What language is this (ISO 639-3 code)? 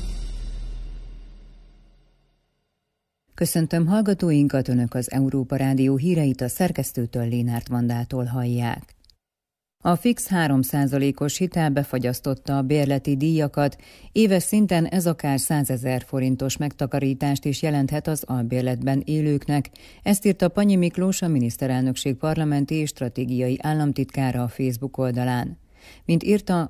hun